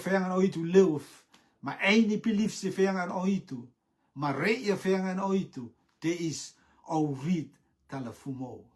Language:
Rotuman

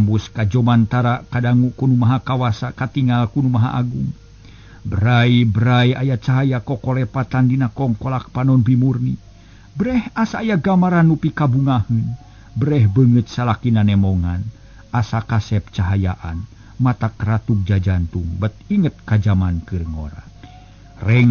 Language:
Sundanese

